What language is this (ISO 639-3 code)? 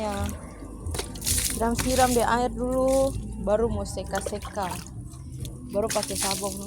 xmm